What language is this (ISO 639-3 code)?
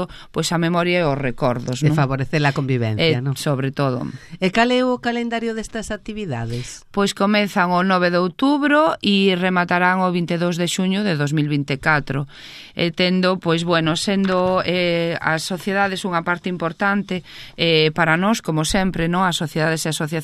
glg